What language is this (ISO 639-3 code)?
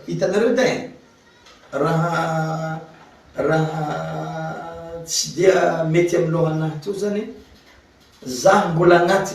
mlg